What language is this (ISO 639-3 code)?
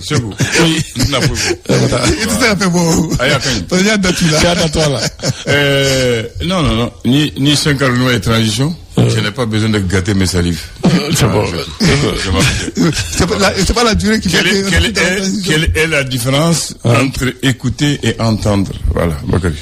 bam